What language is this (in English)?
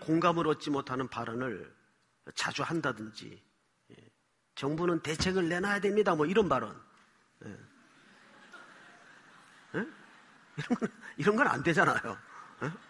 Korean